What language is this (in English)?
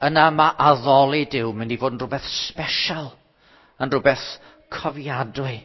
Welsh